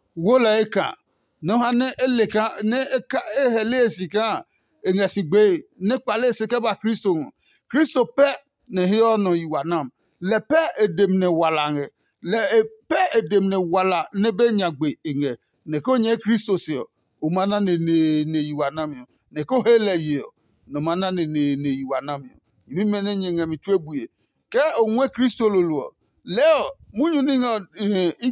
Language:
Adangme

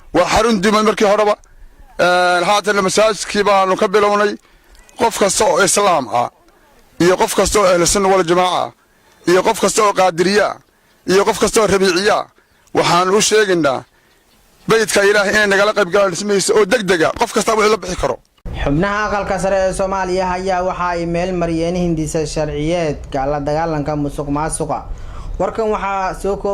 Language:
Somali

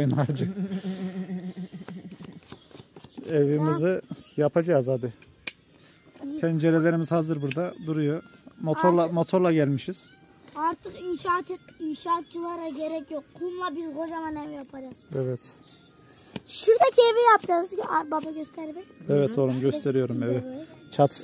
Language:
Turkish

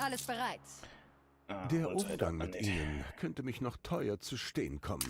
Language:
Bavarian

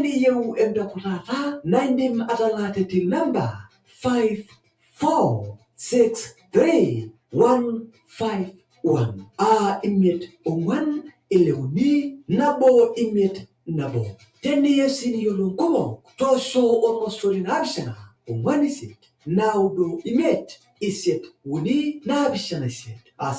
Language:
Masai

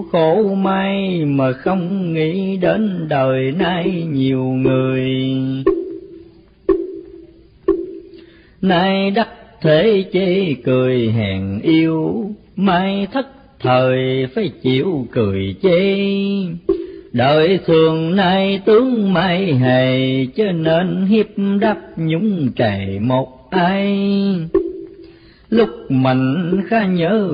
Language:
Vietnamese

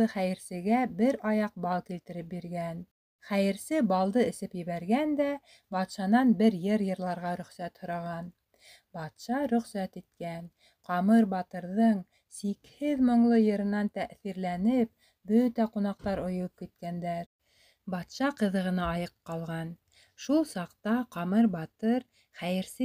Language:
Bashkir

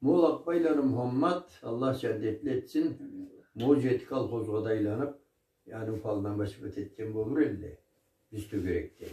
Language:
Karachay-Balkar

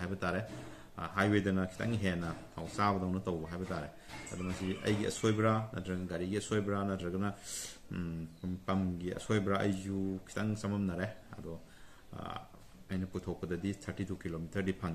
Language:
Manipuri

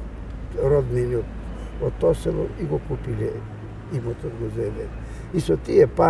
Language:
Macedonian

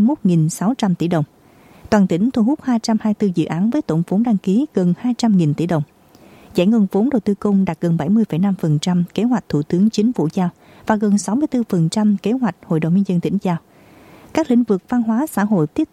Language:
Vietnamese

